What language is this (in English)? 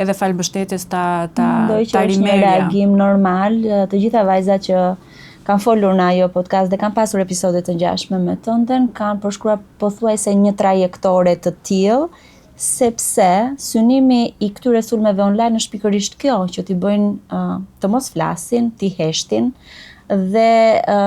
Albanian